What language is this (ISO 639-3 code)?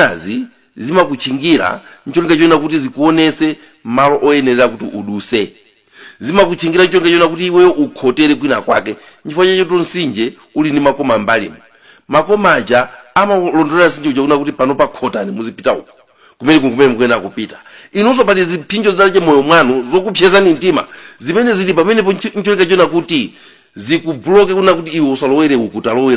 nya